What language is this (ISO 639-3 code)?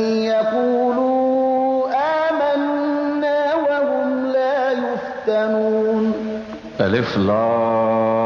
fas